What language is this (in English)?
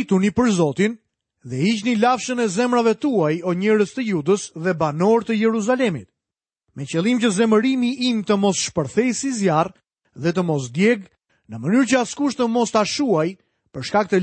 Albanian